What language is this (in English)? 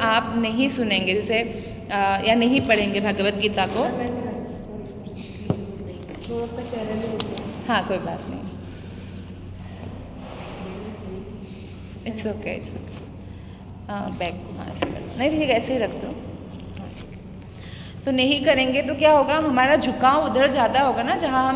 Hindi